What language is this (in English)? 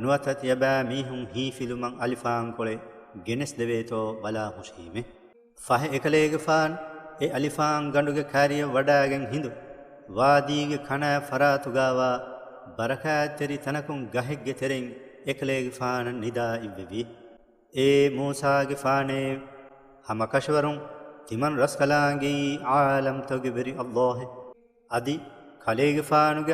Divehi